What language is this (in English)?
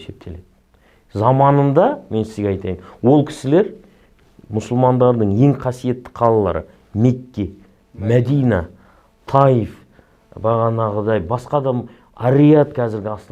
Kazakh